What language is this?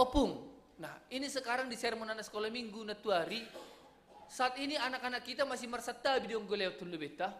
Batak Simalungun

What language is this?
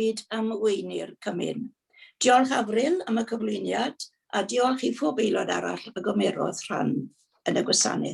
Welsh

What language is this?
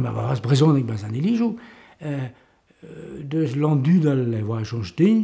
Breton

